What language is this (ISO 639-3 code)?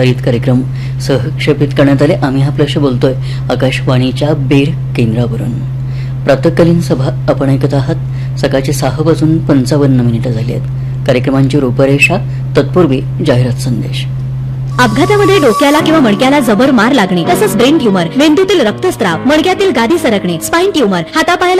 mar